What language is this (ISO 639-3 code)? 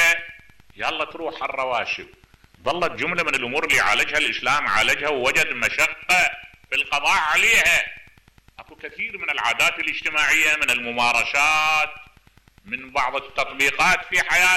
acm